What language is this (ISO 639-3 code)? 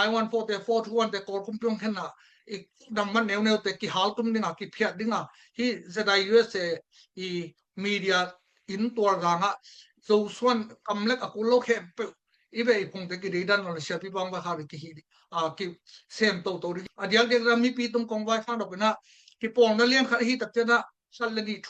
ctd